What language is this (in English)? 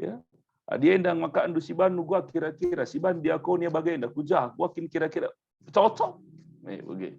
Batak Karo